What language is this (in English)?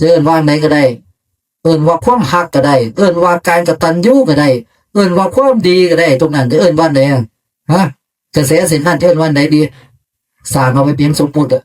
Northeastern Thai